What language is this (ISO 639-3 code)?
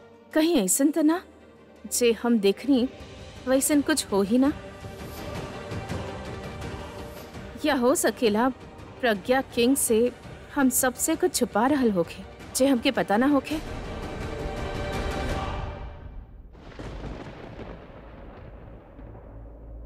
bho